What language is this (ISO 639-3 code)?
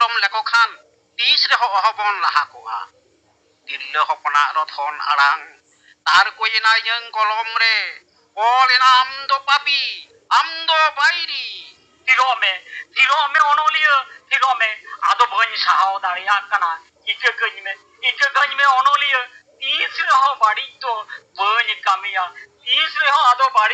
sat